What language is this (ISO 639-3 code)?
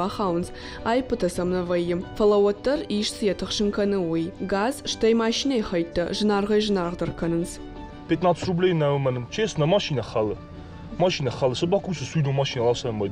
oss